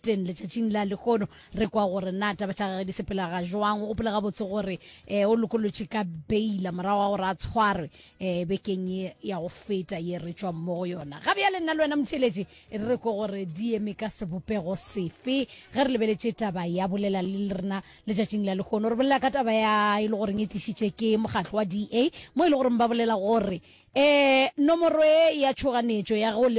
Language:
Northern Sotho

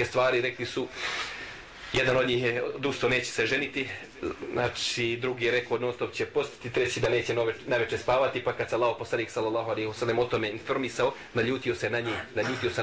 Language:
Bosnian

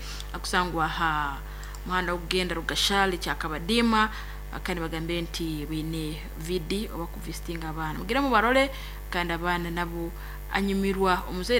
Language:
Nyoro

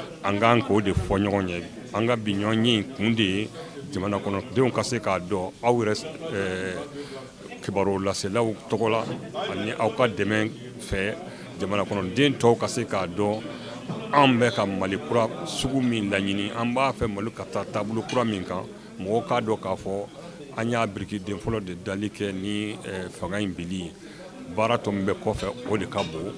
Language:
Bambara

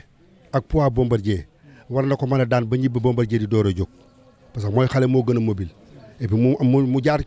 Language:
Wolof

